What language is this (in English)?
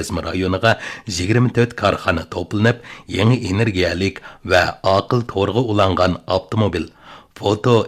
Uyghur